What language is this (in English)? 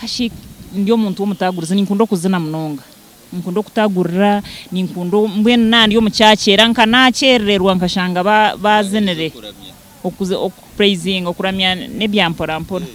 Nyankole